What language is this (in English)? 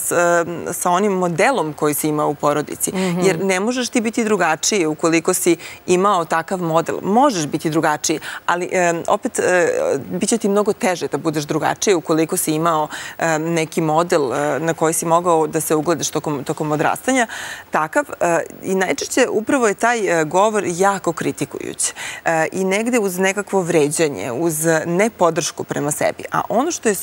Serbian